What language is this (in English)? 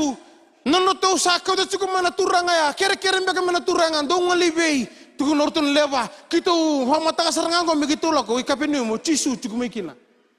Fijian